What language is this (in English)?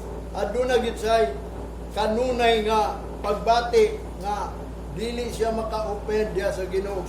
Cebuano